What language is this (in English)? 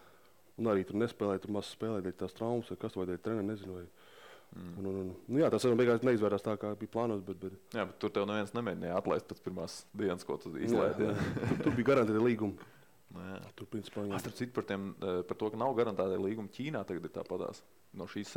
Latvian